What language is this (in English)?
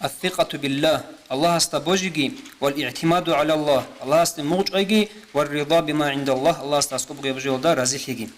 Avaric